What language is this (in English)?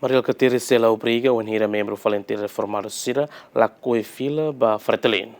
Tetum